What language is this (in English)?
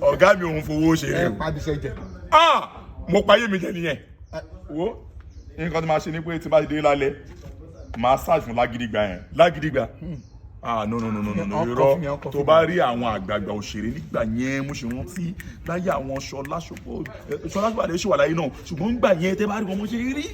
Yoruba